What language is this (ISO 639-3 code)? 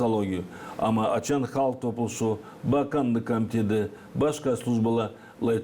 gag